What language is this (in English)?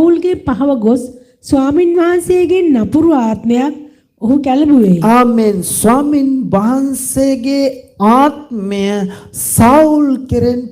Sinhala